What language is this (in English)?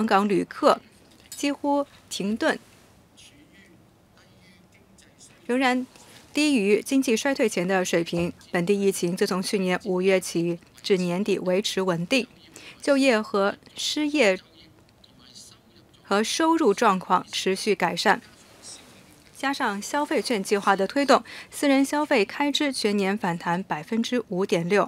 Chinese